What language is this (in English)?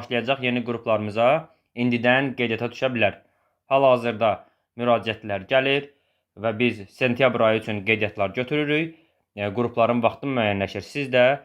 Azerbaijani